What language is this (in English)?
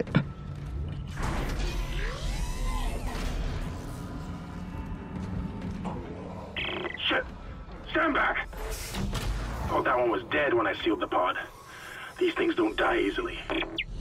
English